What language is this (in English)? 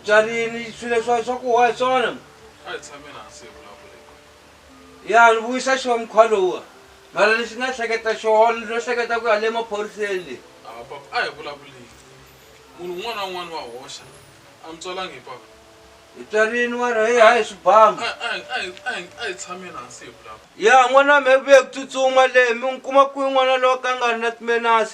Tsonga